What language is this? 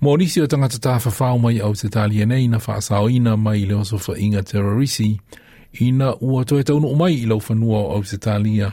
Samoan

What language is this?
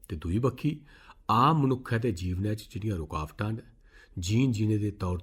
Dogri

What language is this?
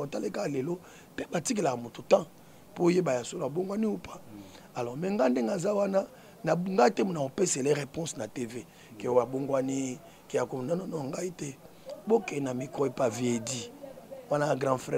Lingala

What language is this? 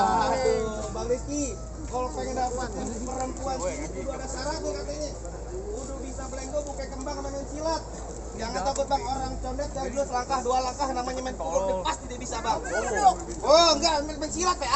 Betawi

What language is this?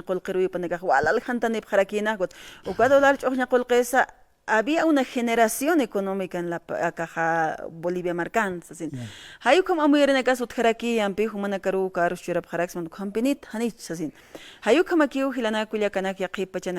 Aymara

